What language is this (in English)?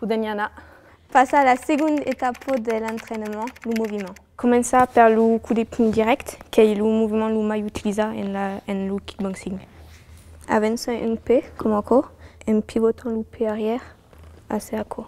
Occitan